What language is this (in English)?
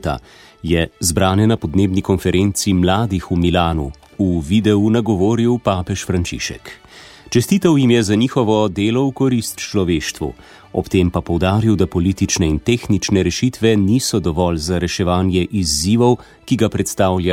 Slovenian